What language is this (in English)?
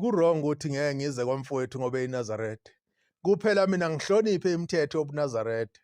Zulu